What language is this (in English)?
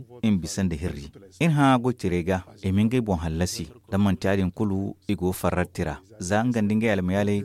Zarma